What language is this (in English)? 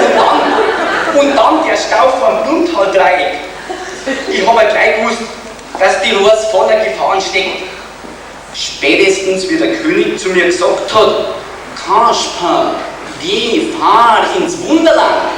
Bavarian